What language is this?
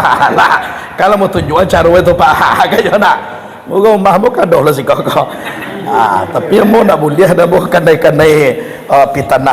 Minangkabau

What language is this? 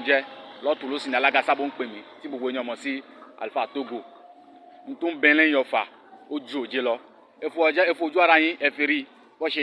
Yoruba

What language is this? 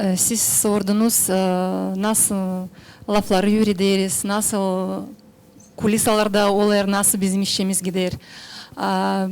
Gagauz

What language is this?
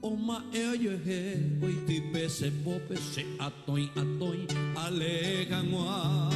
Guarani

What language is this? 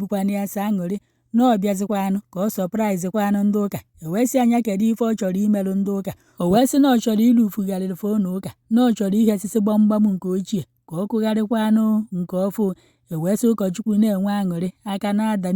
Igbo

